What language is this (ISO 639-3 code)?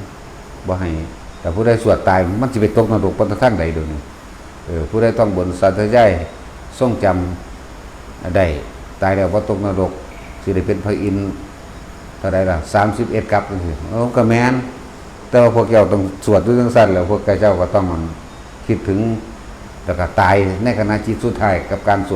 tts